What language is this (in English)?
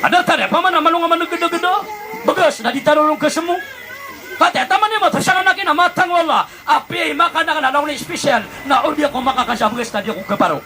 Maranao